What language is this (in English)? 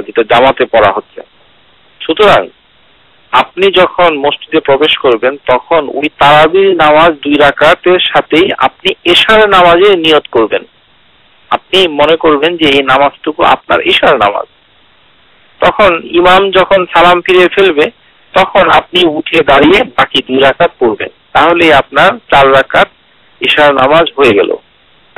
Bangla